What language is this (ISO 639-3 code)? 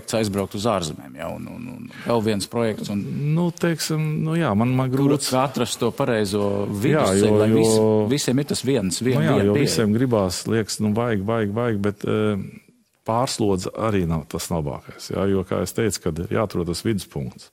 lav